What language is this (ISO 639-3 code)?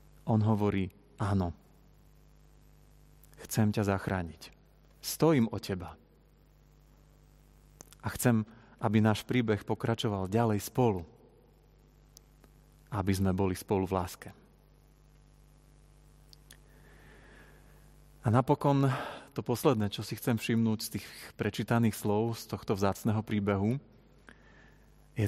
slk